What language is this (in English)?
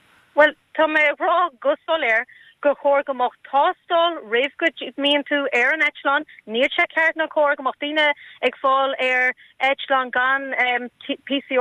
Irish